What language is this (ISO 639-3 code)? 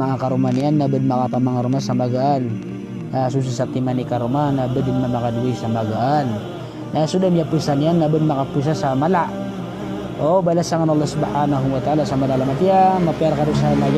mrw